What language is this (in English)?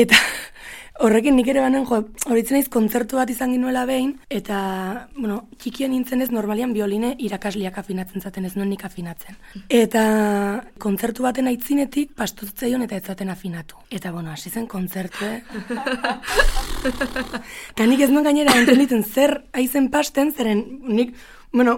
Basque